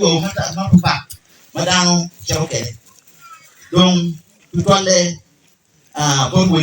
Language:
Acoli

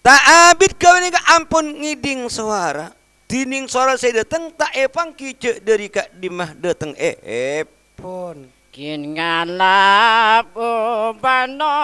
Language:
Madurese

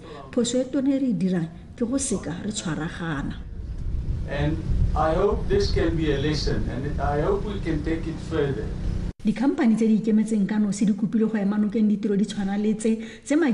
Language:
Tswana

